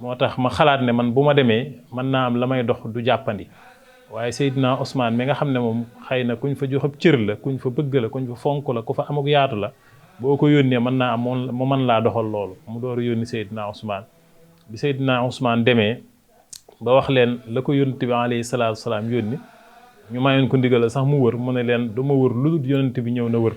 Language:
Wolof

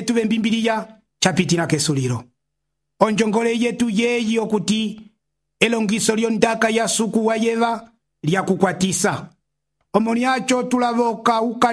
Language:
Umbundu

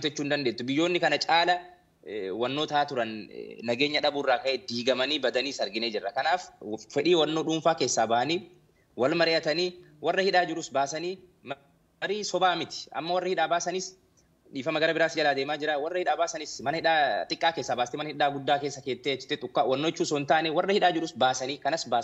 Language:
Oromo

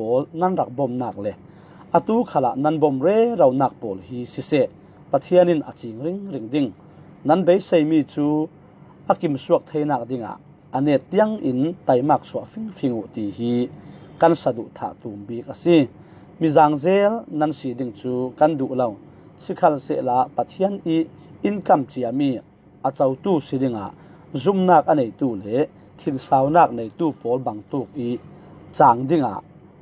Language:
Falam Chin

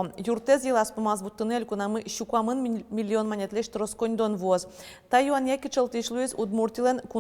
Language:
Udmurt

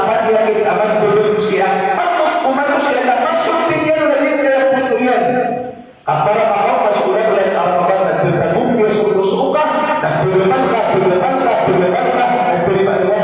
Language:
Maranao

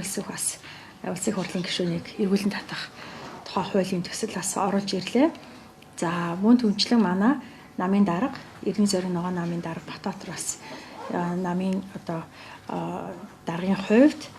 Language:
Mongolian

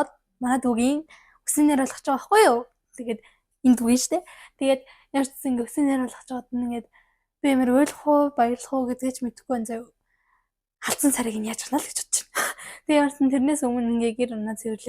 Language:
Mongolian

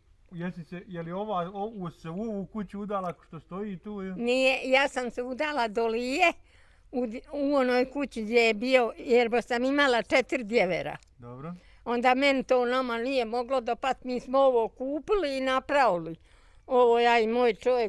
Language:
Bosnian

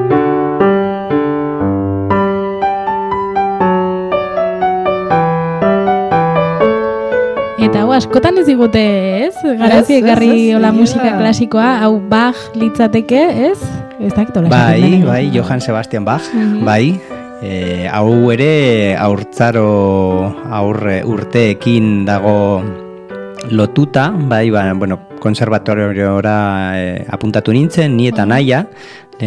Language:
Basque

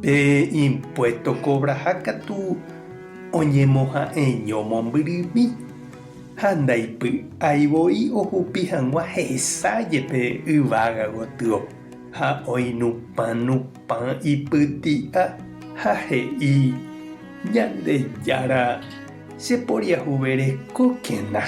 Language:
Guarani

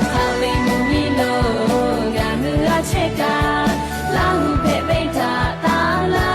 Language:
Lahu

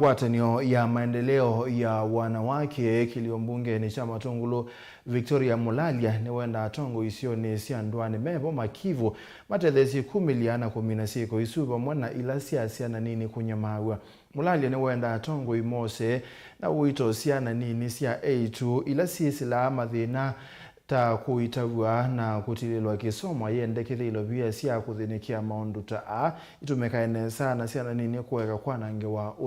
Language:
Kamba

